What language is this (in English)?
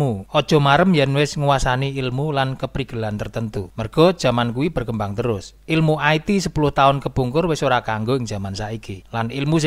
Javanese